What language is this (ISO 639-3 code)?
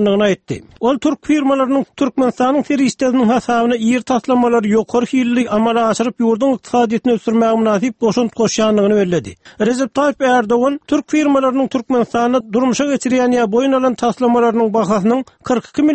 tuk